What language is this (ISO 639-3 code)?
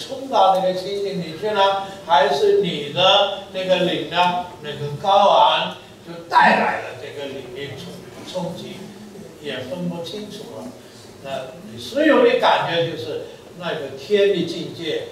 zho